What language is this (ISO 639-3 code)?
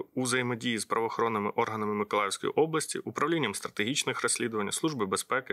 ukr